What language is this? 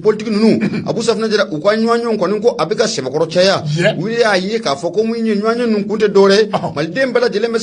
Bambara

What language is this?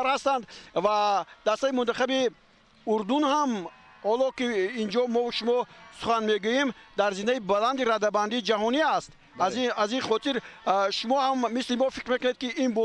Tajik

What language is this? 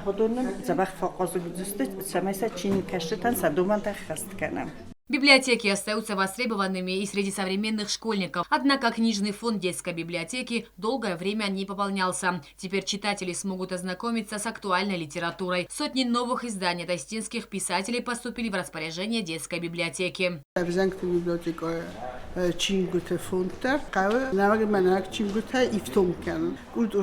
Ossetic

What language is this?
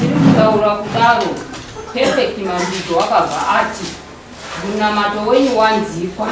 Shona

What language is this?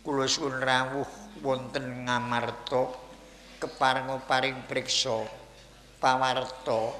Javanese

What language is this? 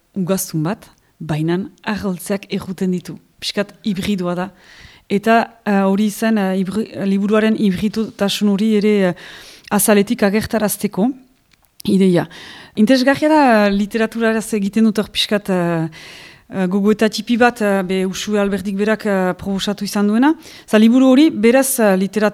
Basque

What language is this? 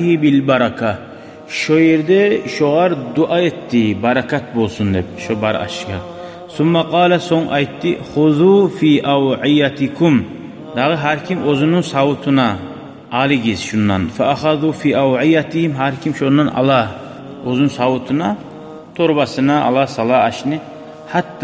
Kumyk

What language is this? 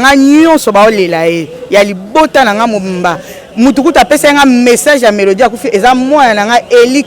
Lingala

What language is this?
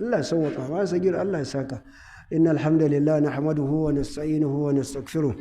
Hausa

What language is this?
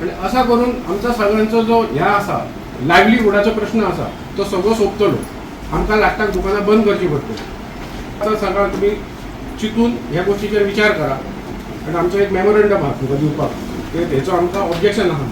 Konkani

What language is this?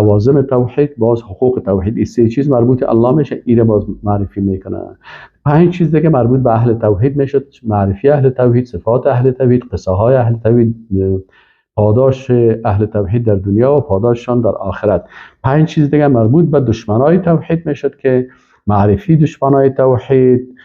Persian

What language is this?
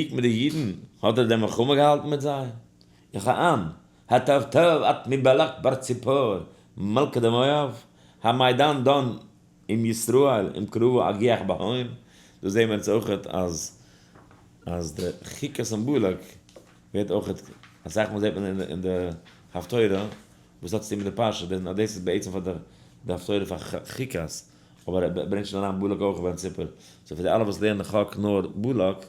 Yiddish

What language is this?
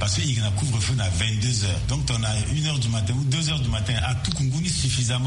Sango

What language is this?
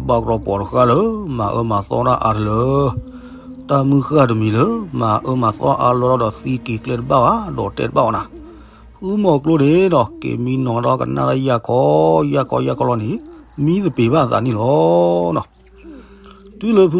S'gaw Karen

